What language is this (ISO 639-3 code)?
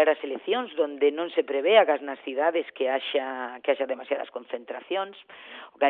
glg